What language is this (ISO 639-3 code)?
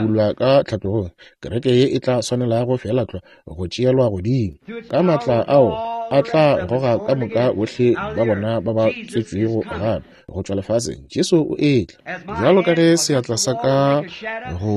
nso